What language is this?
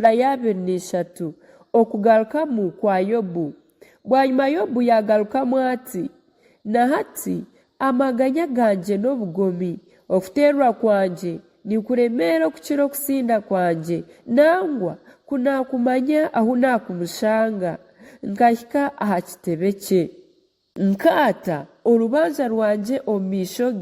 Nyankole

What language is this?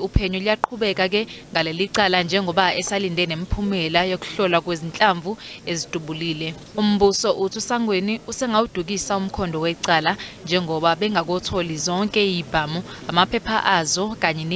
Zulu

